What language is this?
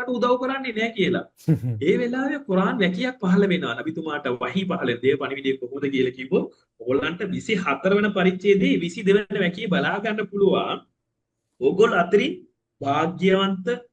Sinhala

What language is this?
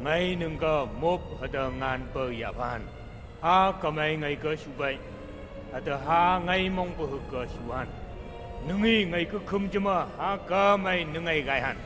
Phom Naga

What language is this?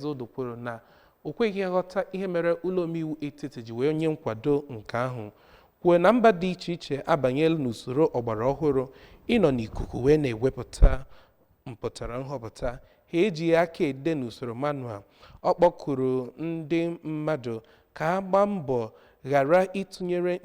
Igbo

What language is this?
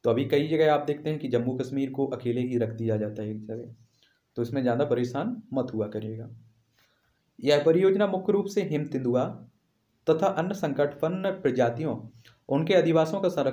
Hindi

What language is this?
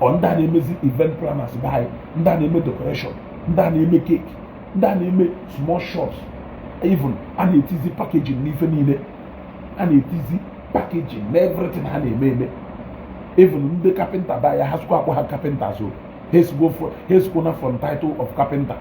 Igbo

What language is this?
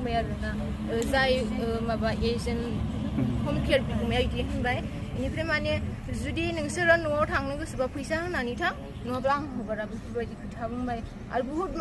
Bodo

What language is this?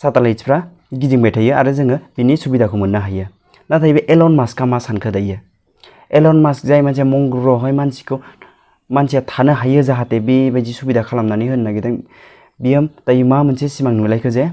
Bodo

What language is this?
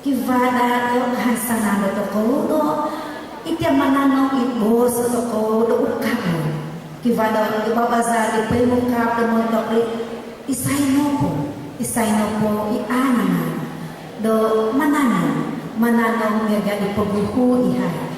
Central Dusun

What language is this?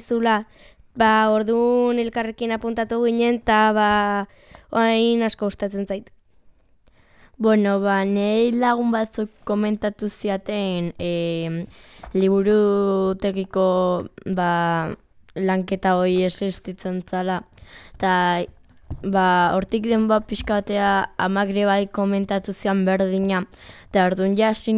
Basque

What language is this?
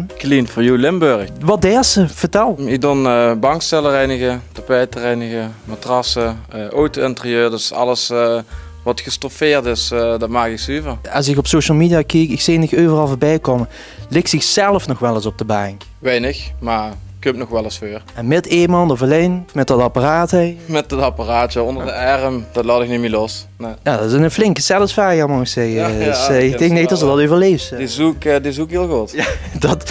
Limburgish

